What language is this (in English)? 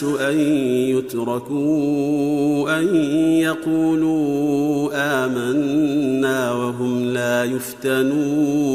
Arabic